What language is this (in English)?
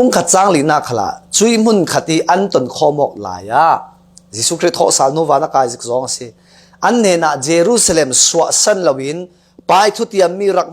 Falam Chin